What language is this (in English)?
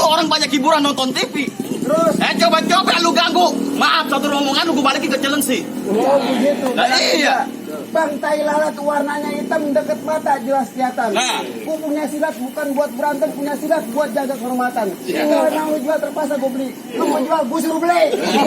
Betawi